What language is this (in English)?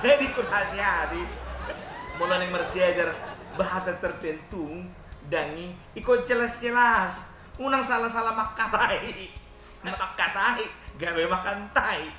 Batak Toba